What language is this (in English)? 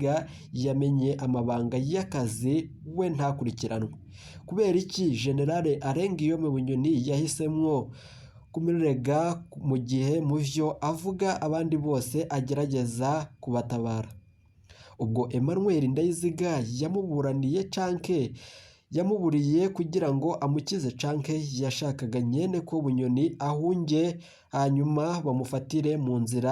Rundi